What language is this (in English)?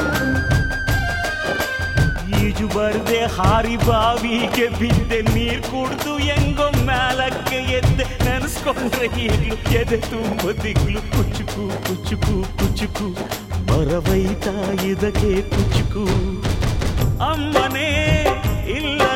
Kannada